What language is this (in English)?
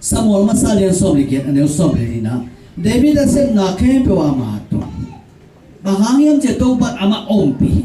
Tedim Chin